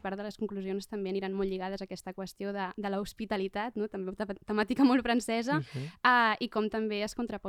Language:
Catalan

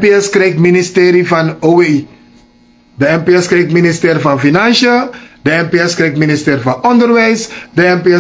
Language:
Sranan Tongo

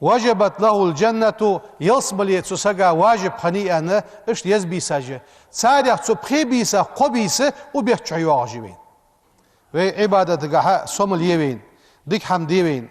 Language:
Ingush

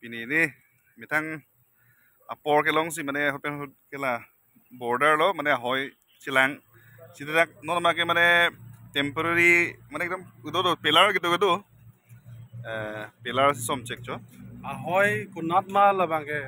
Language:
Karbi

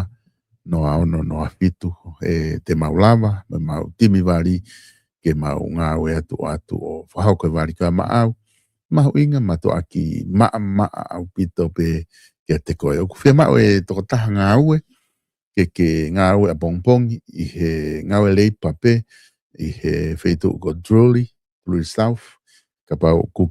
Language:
Tongan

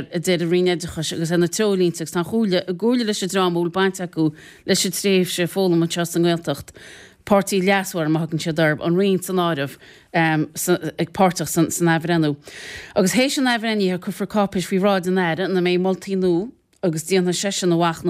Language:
Irish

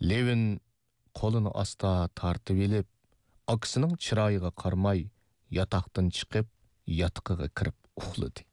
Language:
Uyghur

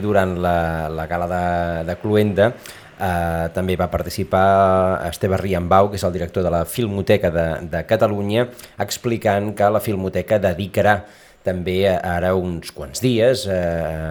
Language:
Catalan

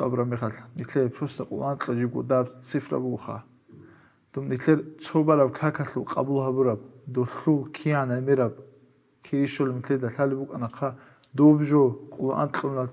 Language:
Avaric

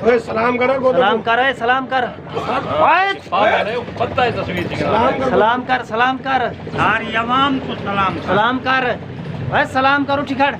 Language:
Saraiki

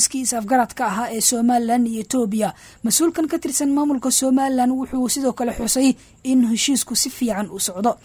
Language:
Somali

